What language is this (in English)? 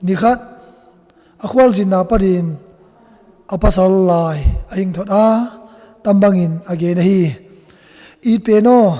Tedim Chin